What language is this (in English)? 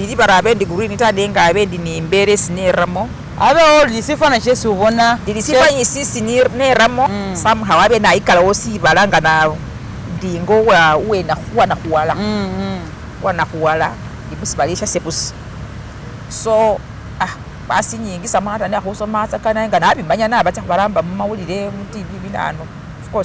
Masaaba